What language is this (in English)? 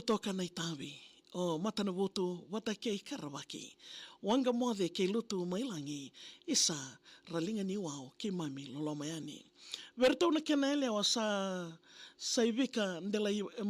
Fijian